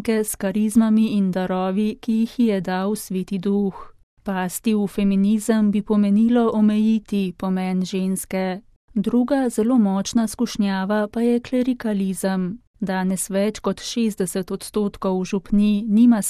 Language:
Slovenian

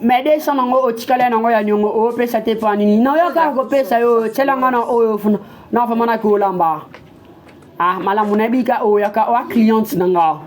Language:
Lingala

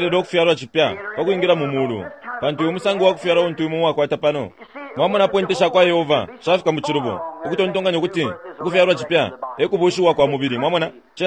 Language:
Bemba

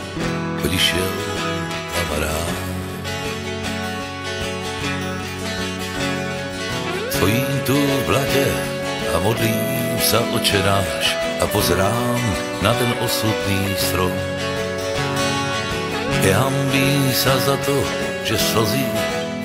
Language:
Slovak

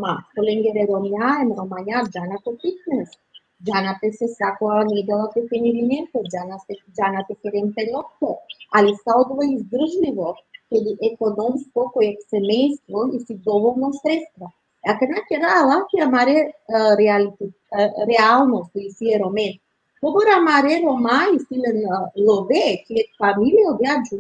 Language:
Balkan Romani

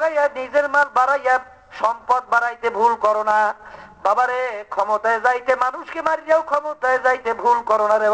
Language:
Bangla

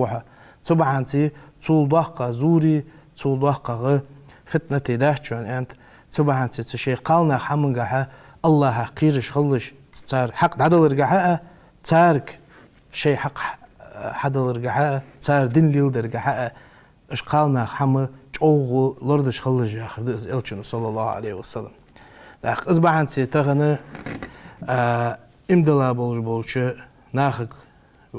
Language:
Ingush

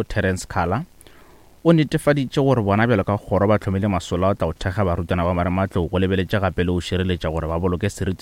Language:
Northern Sotho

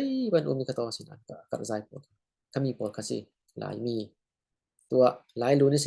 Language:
Falam Chin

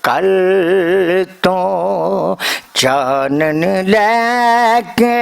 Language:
Western Panjabi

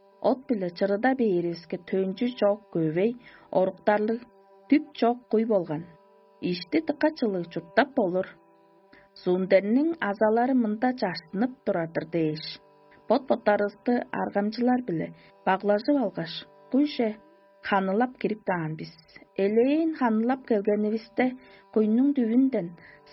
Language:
Tuvinian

